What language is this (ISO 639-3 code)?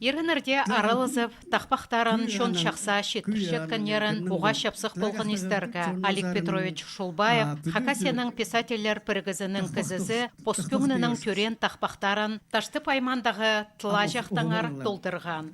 kjh